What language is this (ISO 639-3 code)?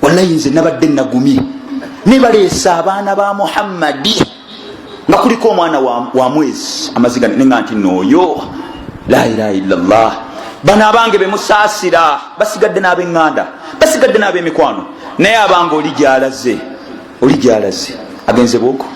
lug